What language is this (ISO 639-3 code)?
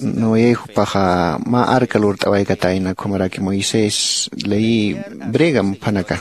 aym